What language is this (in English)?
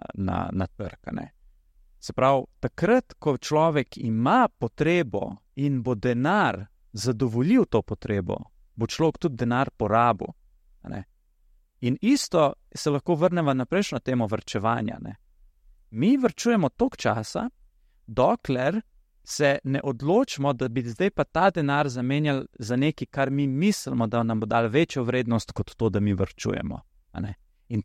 Slovenian